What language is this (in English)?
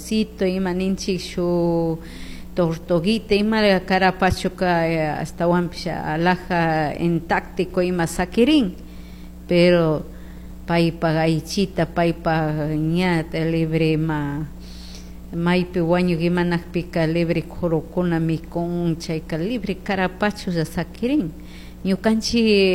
Chimborazo Highland Quichua